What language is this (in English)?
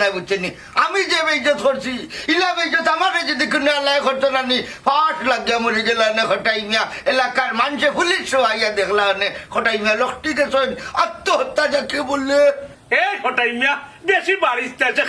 Sylheti